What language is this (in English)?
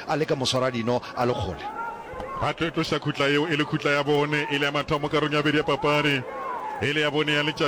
Northern Sotho